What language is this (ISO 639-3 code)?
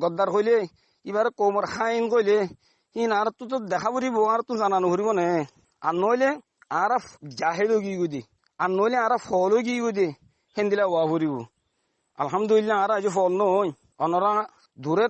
rhg